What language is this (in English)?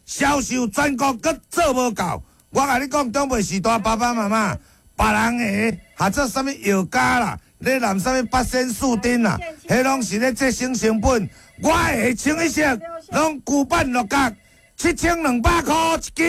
Min Nan Chinese